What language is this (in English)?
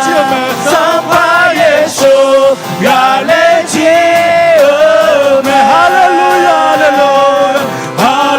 Akha